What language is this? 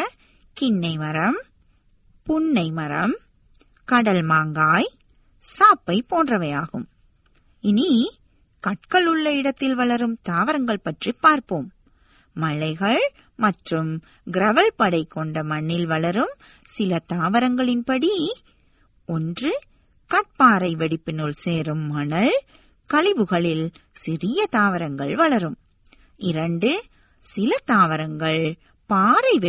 Tamil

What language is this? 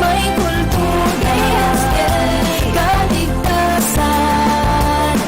Bikol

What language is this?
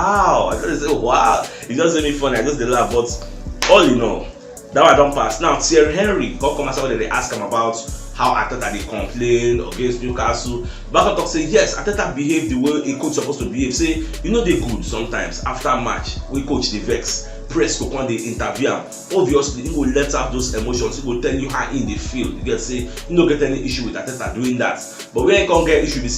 Nigerian Pidgin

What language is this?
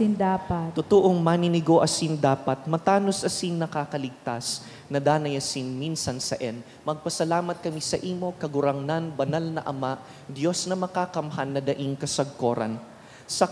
Bikol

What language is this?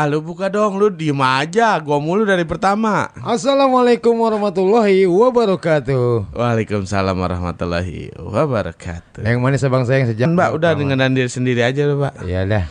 Betawi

